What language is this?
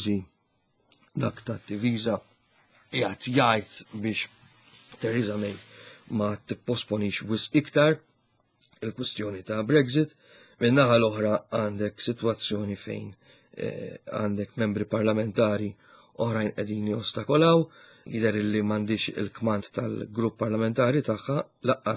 Maltese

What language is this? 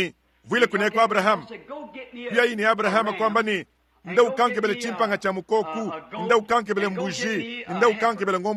Luba-Lulua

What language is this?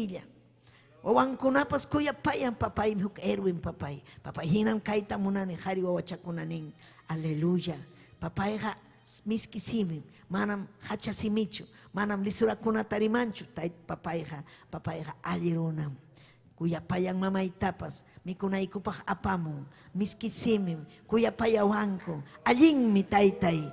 Ayacucho Quechua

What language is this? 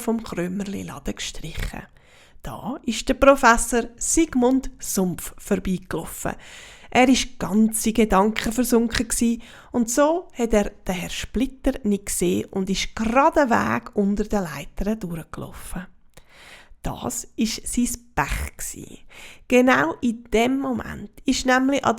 Swiss German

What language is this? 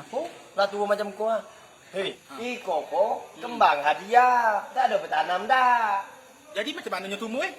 Minangkabau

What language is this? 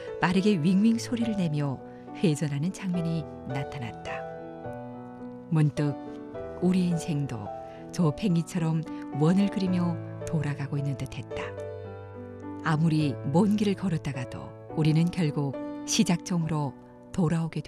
Korean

